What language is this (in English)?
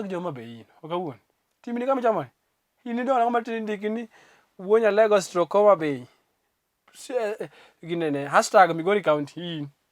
Luo (Kenya and Tanzania)